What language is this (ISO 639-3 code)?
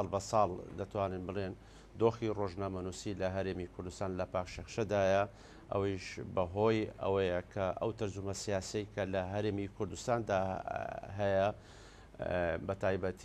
ckb